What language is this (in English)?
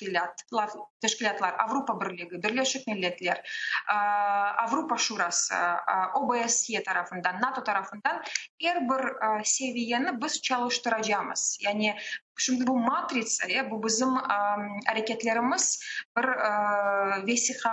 Crimean Tatar